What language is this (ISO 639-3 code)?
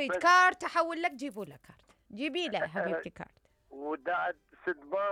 acm